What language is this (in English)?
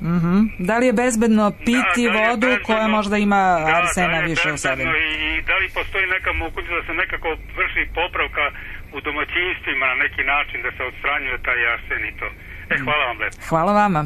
Serbian